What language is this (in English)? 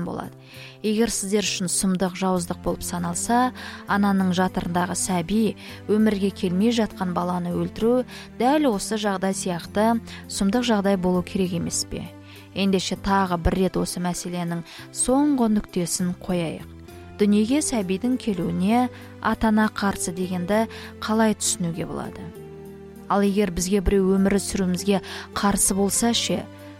Kazakh